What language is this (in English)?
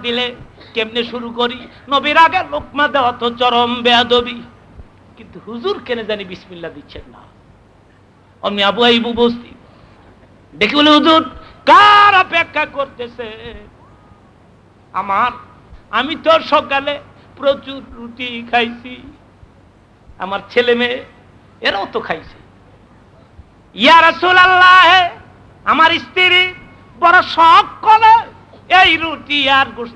Bangla